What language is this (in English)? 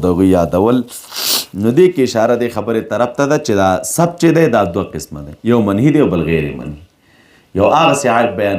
Pashto